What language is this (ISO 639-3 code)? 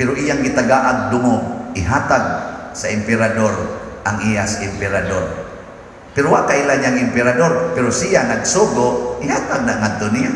ceb